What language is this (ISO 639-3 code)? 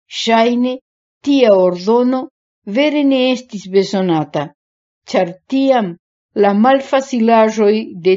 epo